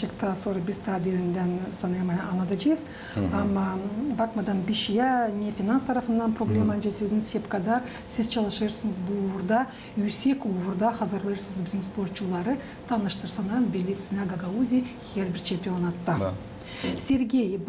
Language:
Gagauz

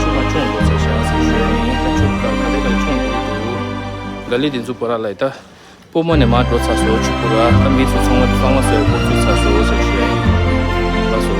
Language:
Tibetan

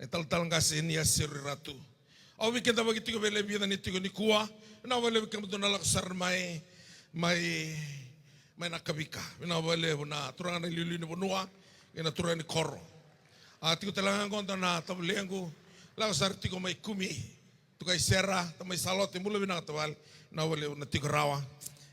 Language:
Fijian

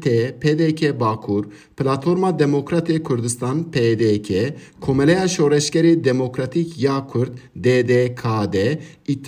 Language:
Kurdish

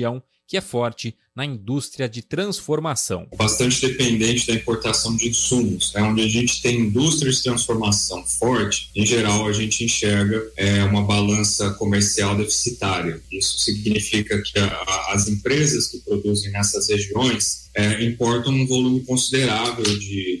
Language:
Portuguese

